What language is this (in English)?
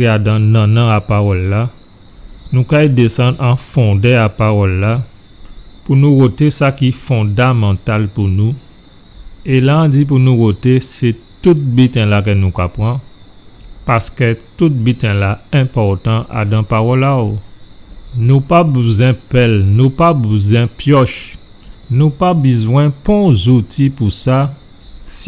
Guadeloupean Creole French